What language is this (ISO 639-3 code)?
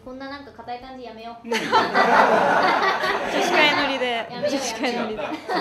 jpn